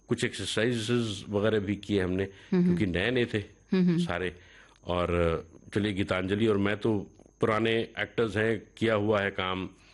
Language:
Hindi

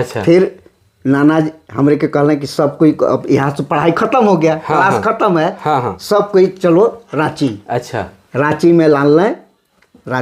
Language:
Sadri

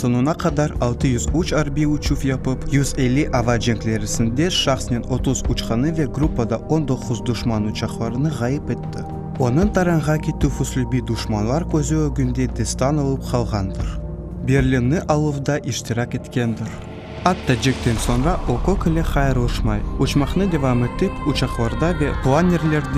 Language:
Crimean Tatar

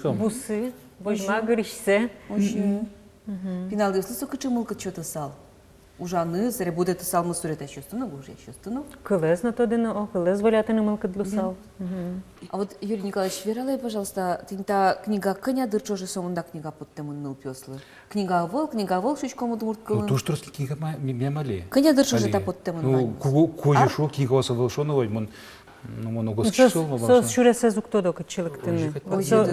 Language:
Udmurt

